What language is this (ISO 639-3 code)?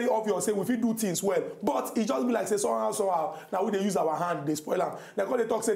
pcm